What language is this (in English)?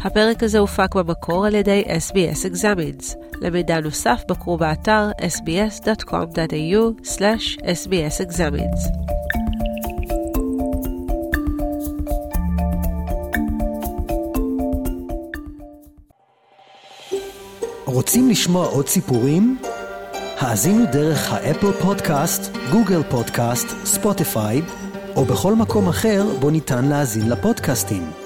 Hebrew